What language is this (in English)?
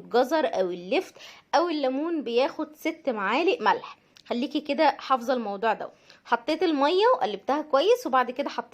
Egyptian Arabic